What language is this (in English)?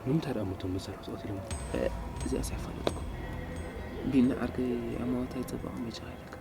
Tigrinya